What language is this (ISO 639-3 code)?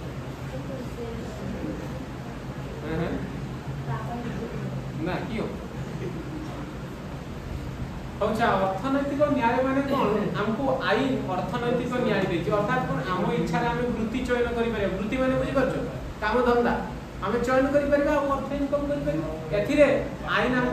ori